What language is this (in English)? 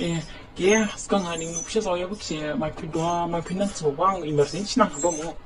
Dimasa